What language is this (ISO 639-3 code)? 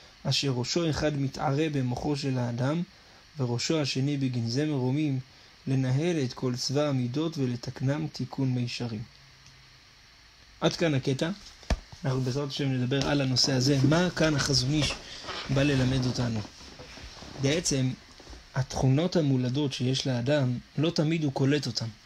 heb